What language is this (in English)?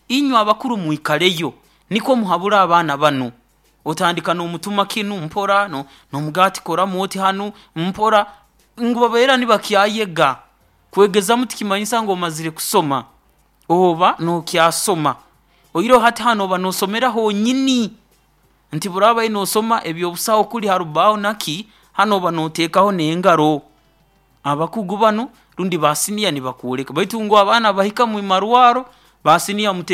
Nyoro